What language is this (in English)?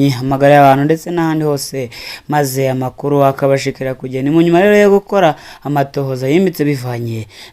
Rundi